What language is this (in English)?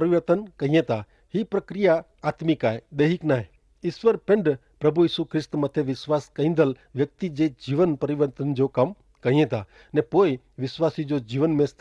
Kachhi